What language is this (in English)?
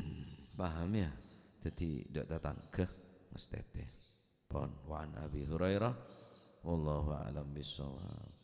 Madurese